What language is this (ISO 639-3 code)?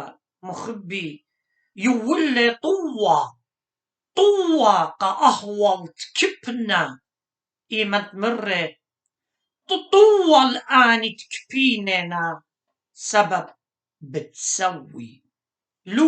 aii